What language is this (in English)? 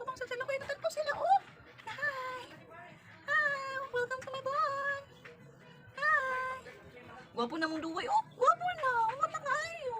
Cebuano